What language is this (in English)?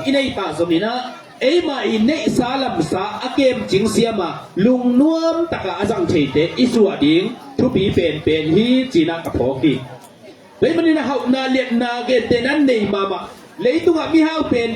Tedim Chin